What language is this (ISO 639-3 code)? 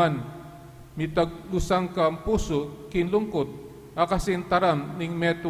pam